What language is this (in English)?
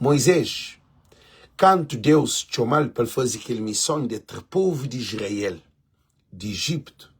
Kabuverdianu